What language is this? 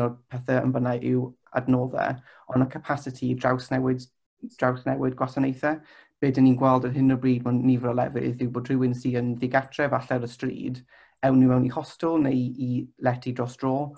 Welsh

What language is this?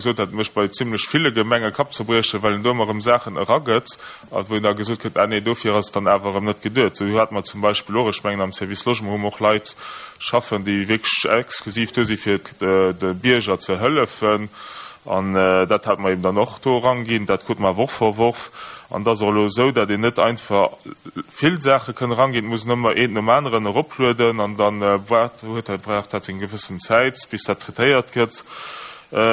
Luxembourgish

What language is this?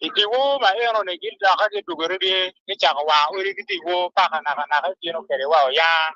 Acoli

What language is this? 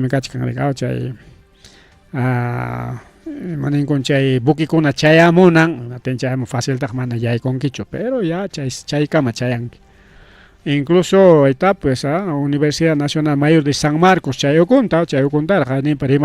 Ayacucho Quechua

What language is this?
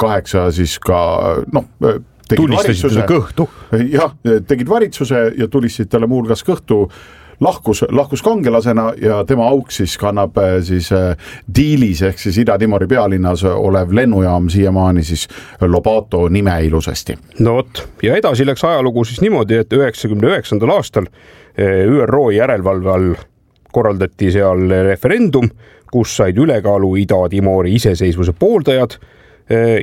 Estonian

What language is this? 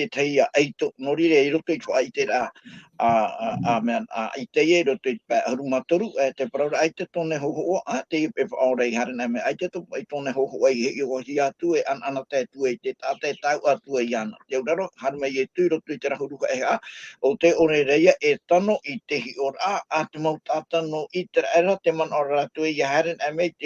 Tahitian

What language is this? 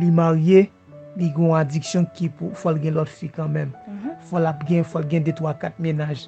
Haitian Creole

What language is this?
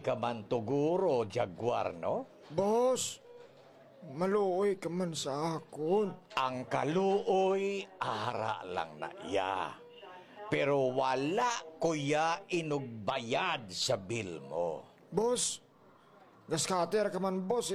Hiligaynon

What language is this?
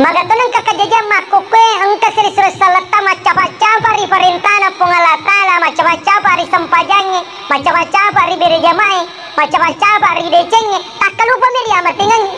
Buginese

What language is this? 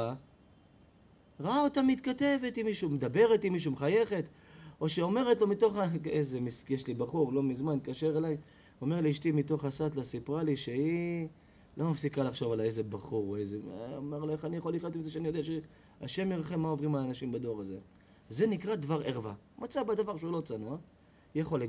Hebrew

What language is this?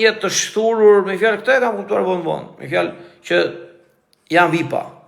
Albanian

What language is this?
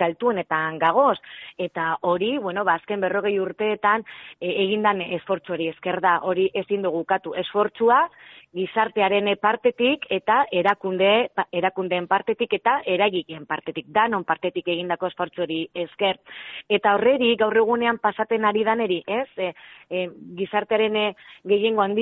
Basque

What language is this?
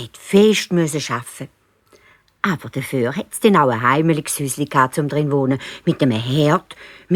Swiss German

